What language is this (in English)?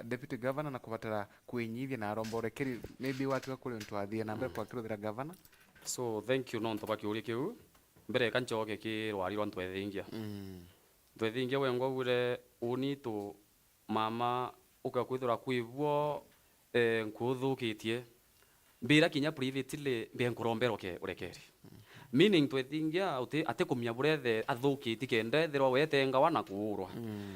Meru